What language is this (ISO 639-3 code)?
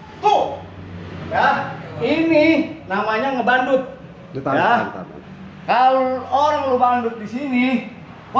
bew